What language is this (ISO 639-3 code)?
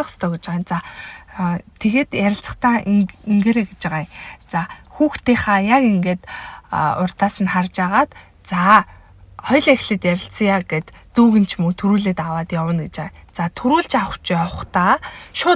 mon